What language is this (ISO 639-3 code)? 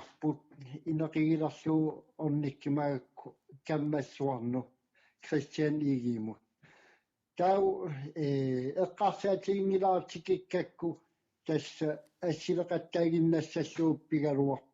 kal